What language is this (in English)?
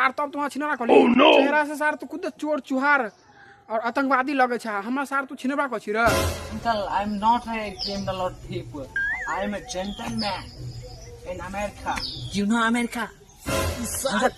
Maithili